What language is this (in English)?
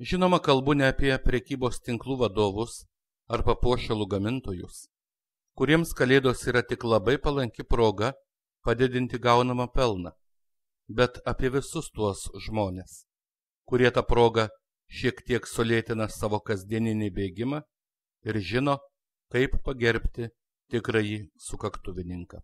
Lithuanian